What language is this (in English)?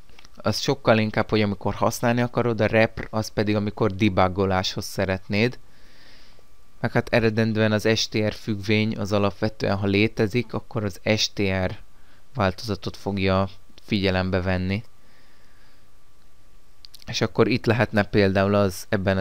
Hungarian